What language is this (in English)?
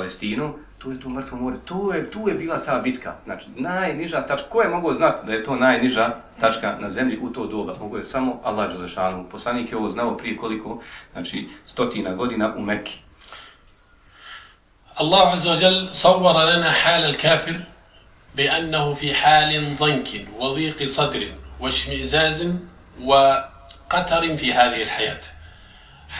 Bosnian